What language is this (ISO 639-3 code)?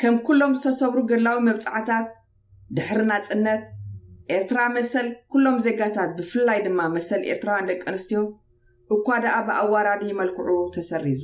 tir